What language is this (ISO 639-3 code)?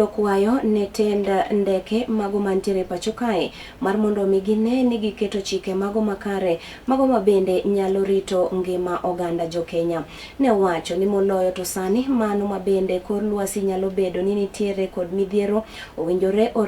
luo